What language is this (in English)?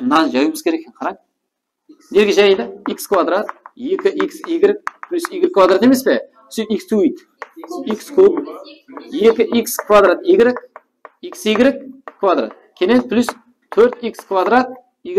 Kara-Kalpak